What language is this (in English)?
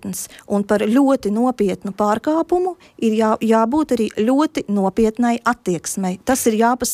Latvian